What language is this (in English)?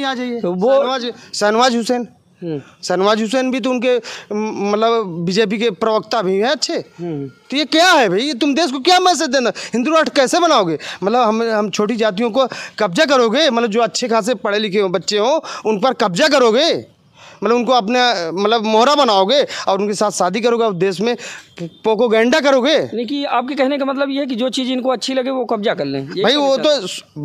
Hindi